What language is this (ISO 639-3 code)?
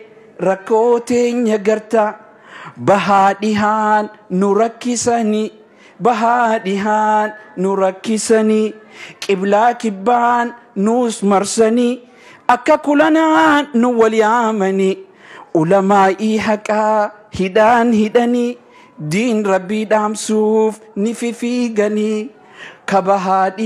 orm